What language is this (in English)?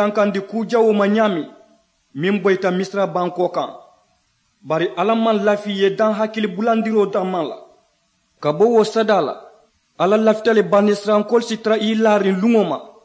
Mandingo